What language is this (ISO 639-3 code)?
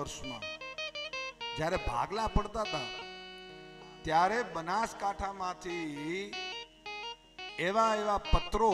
guj